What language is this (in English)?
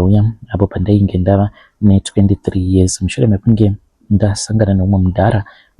Shona